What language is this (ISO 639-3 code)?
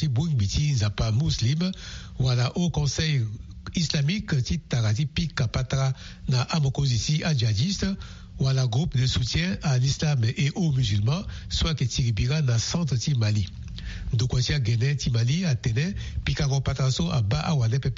sag